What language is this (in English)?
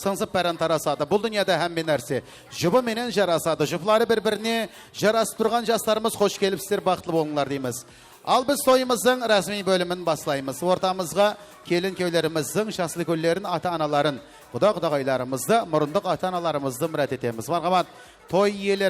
Kara-Kalpak